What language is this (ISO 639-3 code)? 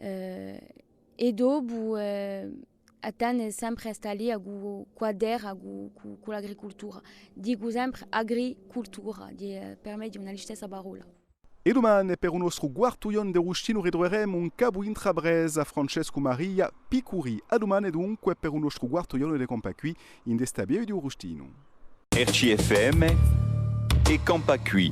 cos